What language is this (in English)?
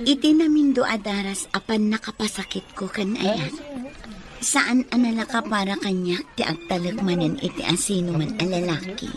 Iloko